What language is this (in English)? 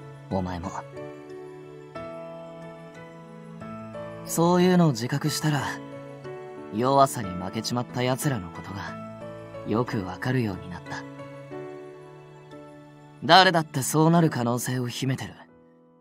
Japanese